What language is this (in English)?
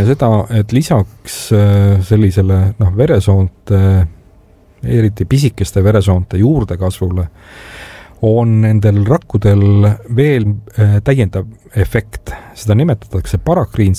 Estonian